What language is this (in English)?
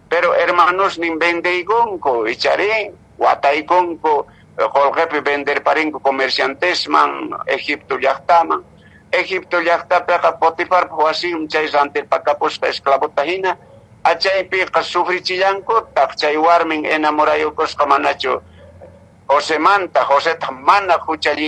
Quechua